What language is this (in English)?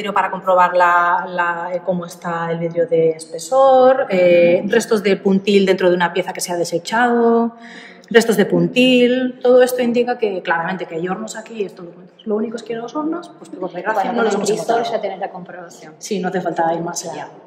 Spanish